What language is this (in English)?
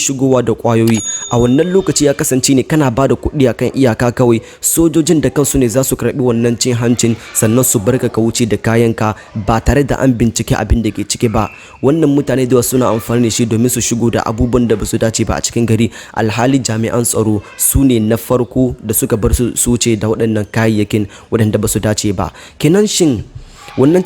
Hausa